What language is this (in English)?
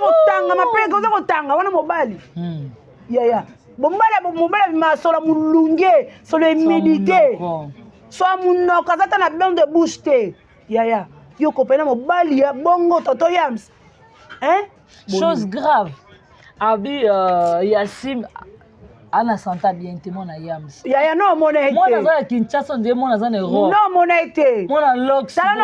Lingala